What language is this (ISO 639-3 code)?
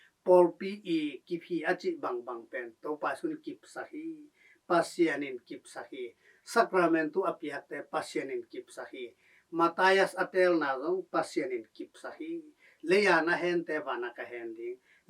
ctd